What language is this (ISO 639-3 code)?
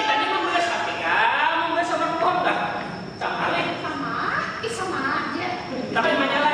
bjn